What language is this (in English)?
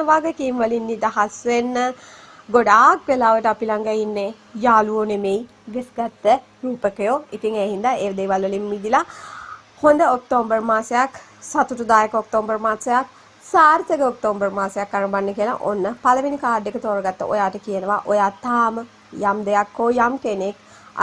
Sinhala